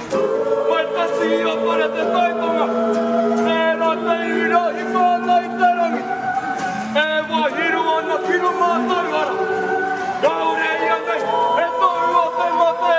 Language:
Māori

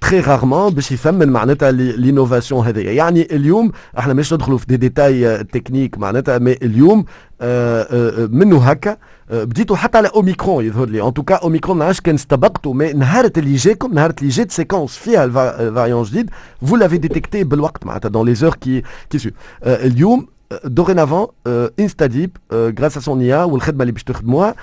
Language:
Tunisian Arabic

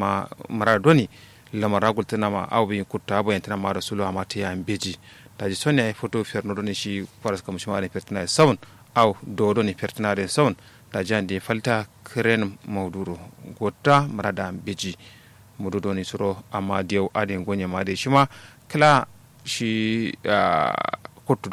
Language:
Kanuri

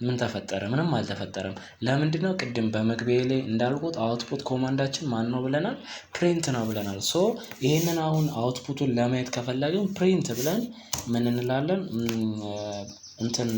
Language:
Amharic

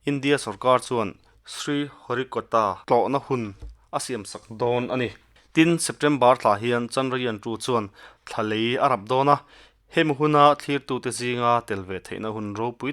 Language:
Mizo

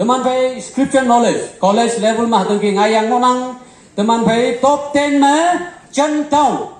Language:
Konyak Naga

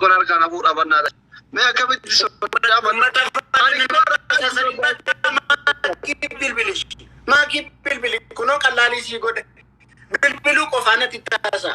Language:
Oromo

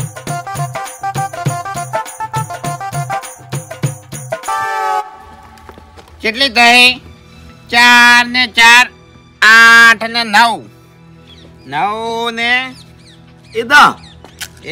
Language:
Gujarati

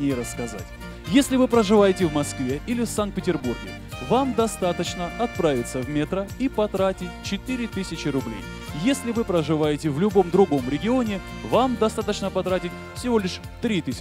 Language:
Russian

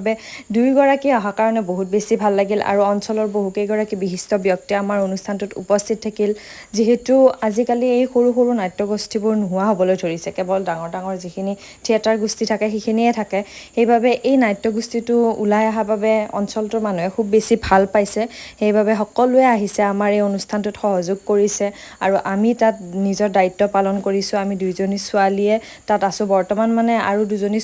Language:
Assamese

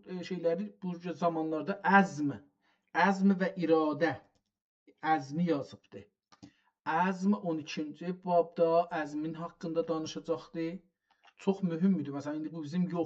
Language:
South Azerbaijani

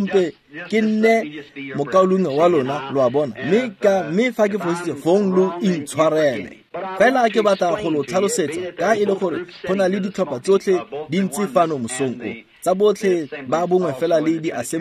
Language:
Tswana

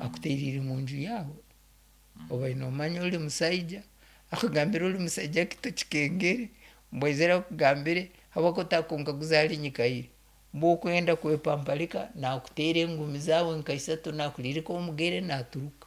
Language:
Nyankole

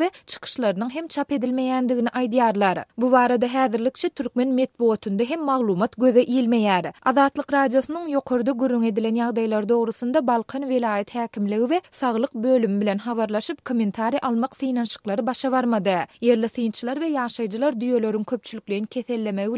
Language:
Turkmen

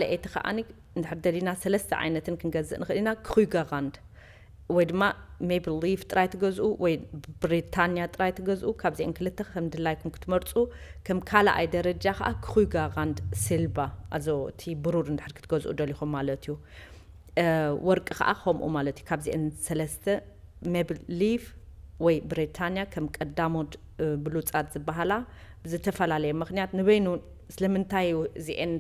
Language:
Tigrinya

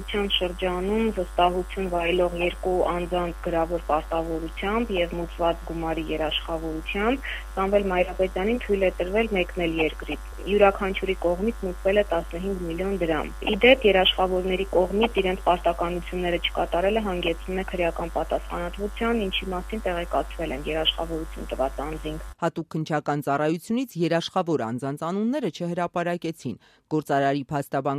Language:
Armenian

